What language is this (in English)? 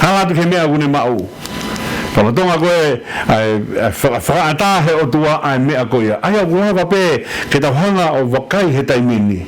Tongan